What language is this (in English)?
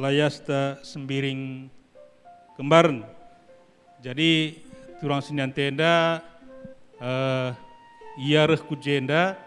Batak Karo